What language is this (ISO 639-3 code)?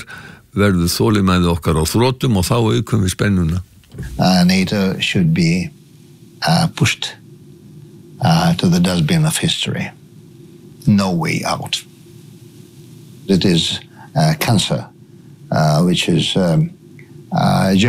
isl